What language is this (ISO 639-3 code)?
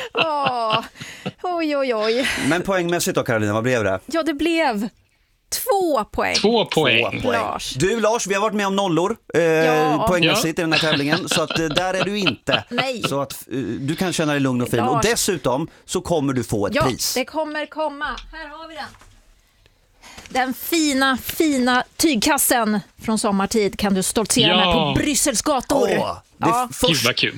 swe